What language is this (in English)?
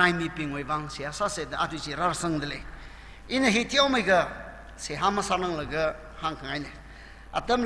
Tangkhul Naga (India)